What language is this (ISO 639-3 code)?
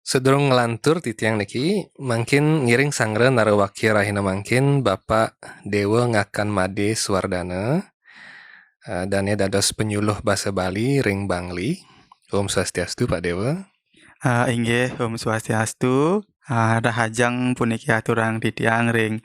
ban